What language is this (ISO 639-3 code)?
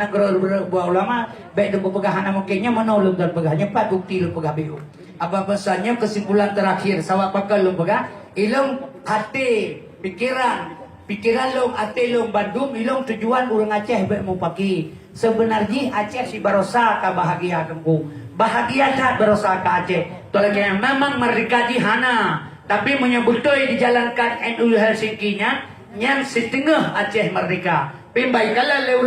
ace